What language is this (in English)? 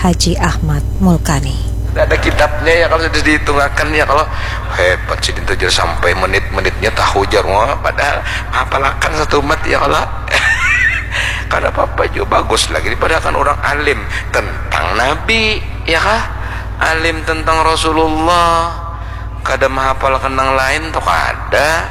Banjar